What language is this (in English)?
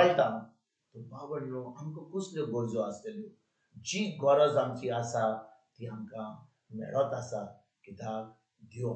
Konkani